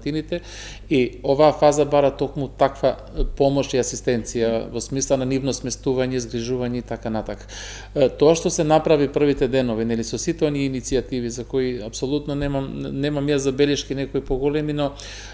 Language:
Macedonian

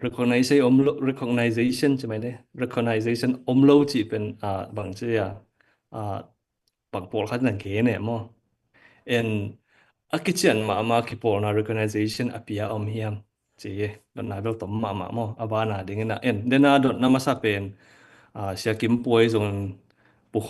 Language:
Tedim Chin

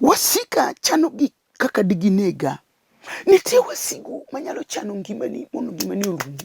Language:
Luo (Kenya and Tanzania)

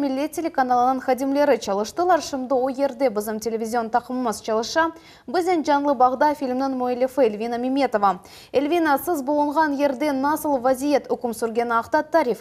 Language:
Crimean Tatar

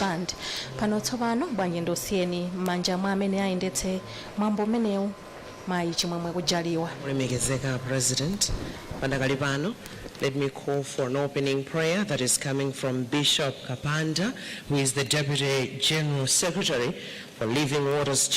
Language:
Nyanja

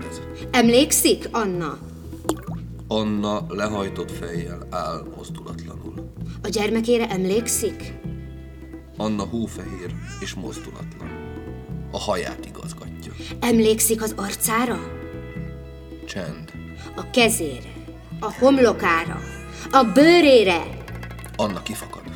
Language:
Hungarian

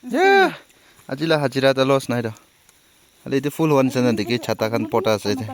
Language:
Naga Pidgin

